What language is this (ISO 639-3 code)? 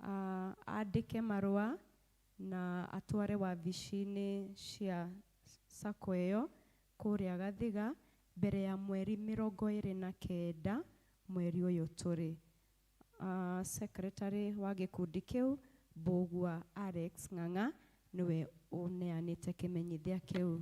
kik